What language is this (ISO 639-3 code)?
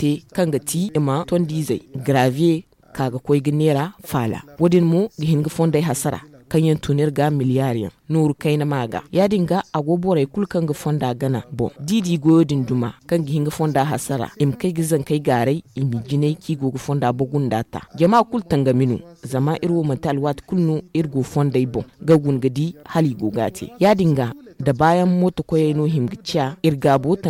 dje